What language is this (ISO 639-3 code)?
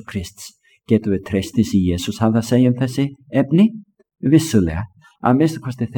isl